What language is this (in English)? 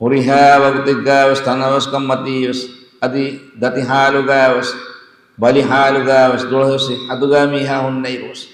Divehi